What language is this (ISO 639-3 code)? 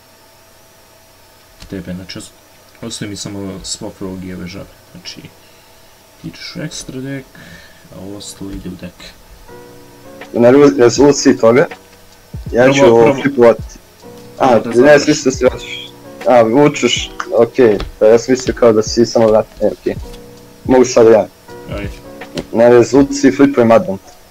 srp